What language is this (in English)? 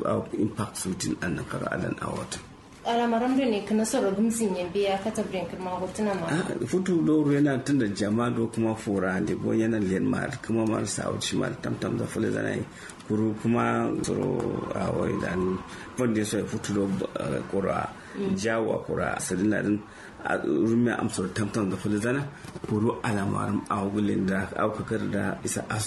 Kanuri